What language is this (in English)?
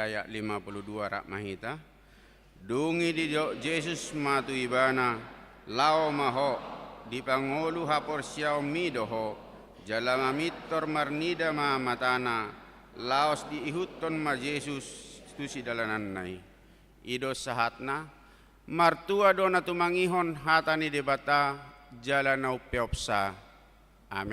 Batak Toba